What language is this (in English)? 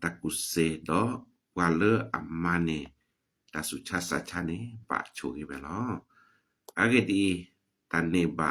S'gaw Karen